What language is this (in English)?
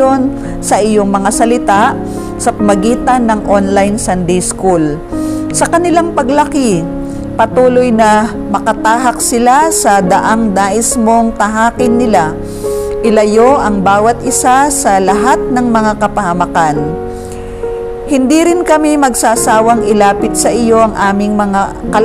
Filipino